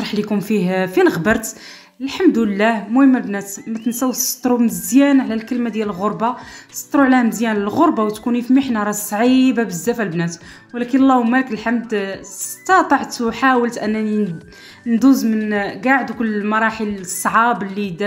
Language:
Moroccan Arabic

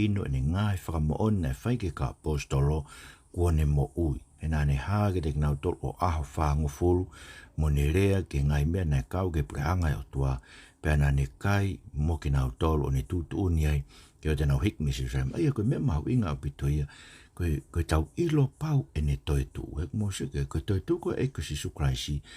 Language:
Tongan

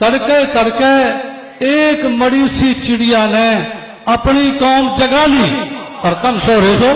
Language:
Haryanvi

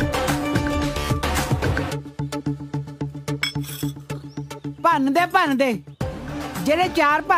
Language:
Punjabi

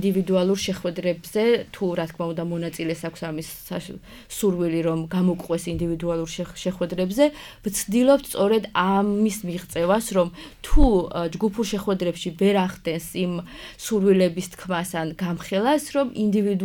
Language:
Georgian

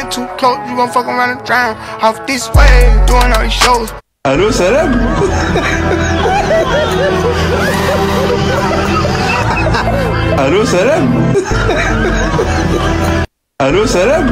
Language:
French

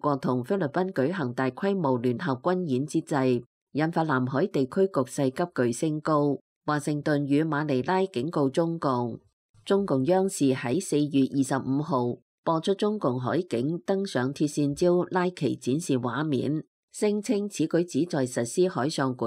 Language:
Cantonese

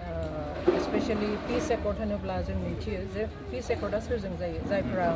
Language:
Bodo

